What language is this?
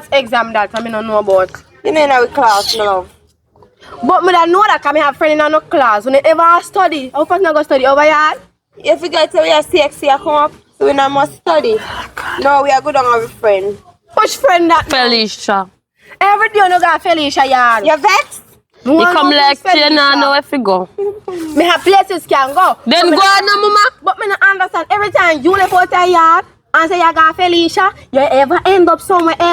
Jamaican Creole English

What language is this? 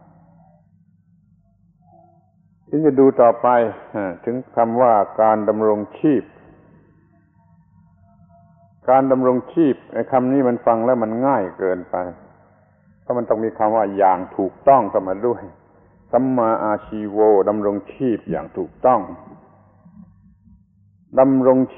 Thai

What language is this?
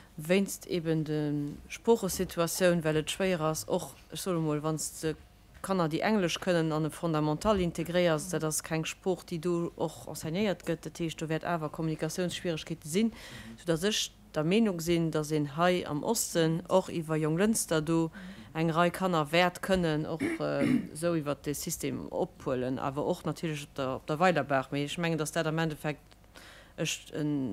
Luxembourgish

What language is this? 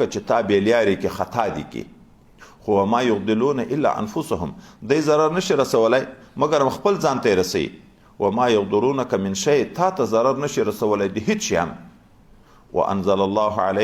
Pashto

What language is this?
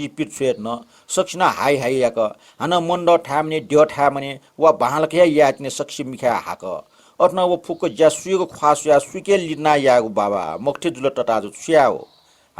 Newari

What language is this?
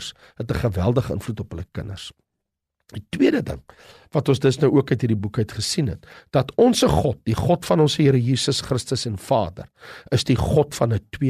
Afrikaans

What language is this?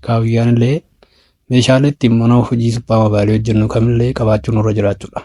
Oromo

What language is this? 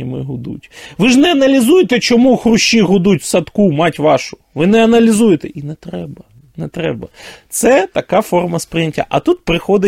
Ukrainian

